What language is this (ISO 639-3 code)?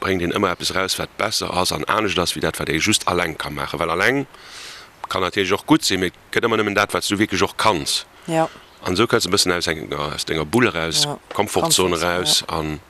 ltz